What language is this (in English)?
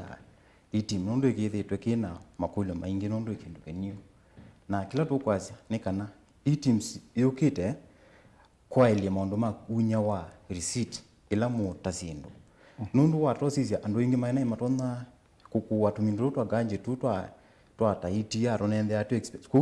Kamba